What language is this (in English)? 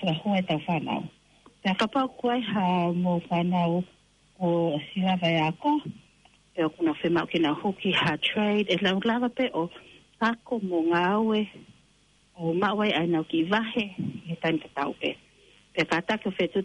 Tongan